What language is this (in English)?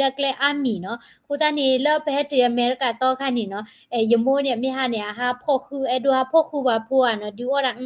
S'gaw Karen